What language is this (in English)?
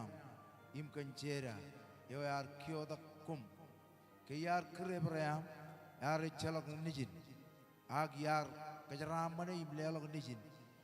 Marshallese